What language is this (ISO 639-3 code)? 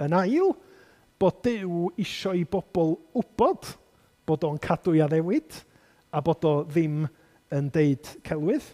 cym